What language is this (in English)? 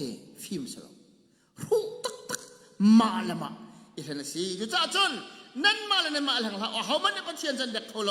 Hakha Chin